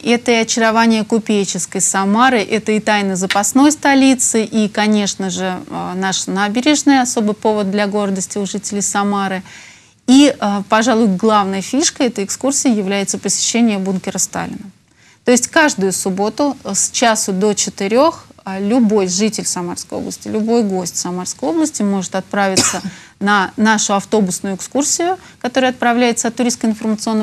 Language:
Russian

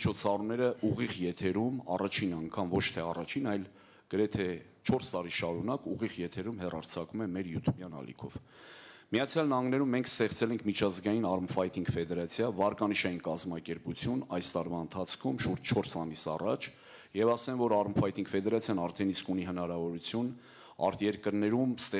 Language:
Armenian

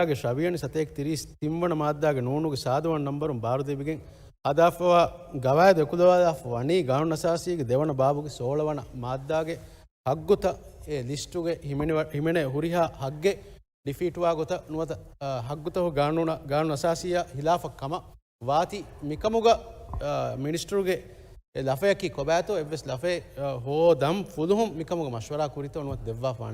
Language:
Divehi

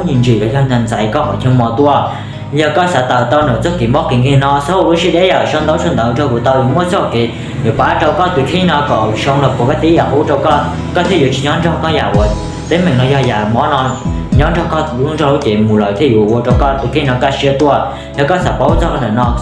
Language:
Hmong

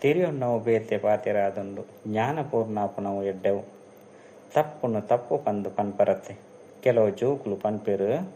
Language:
Tulu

